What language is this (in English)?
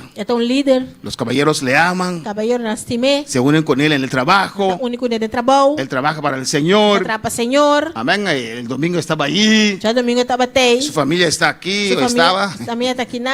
Papiamento